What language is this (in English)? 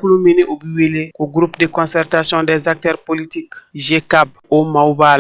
Bambara